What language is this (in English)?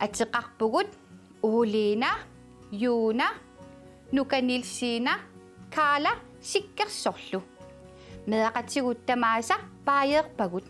Kalaallisut